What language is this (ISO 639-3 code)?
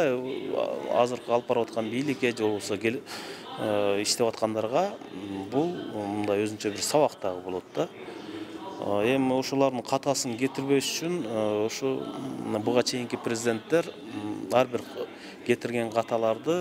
kir